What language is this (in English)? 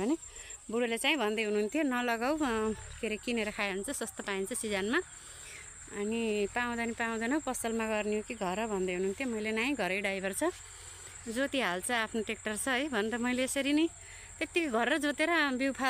Nepali